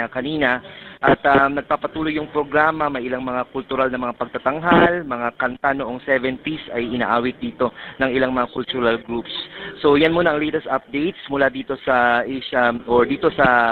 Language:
Filipino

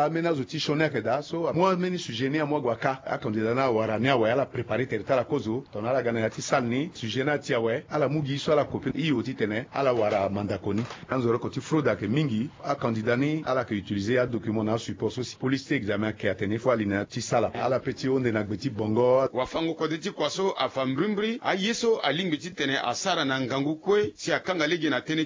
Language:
Sango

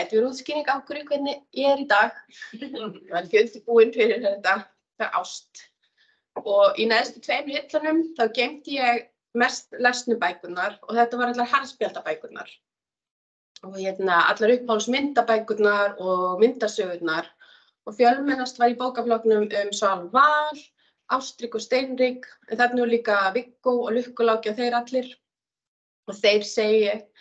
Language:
Icelandic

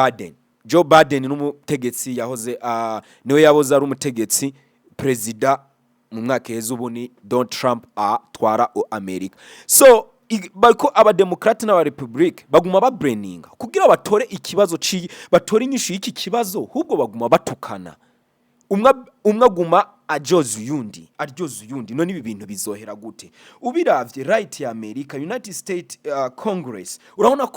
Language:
Rundi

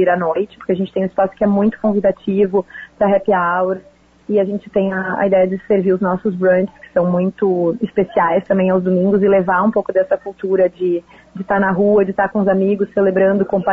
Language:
Portuguese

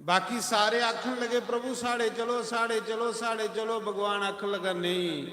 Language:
Dogri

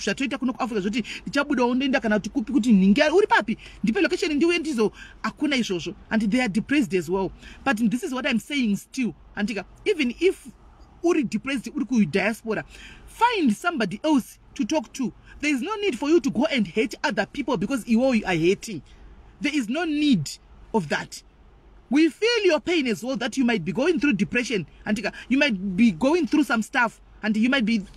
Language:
Shona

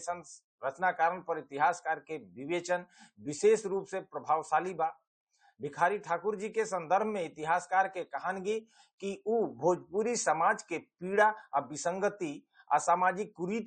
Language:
Bhojpuri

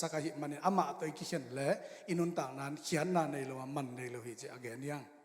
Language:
Tedim Chin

